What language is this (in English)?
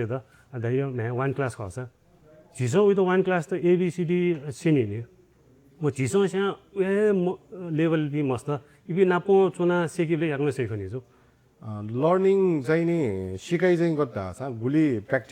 Newari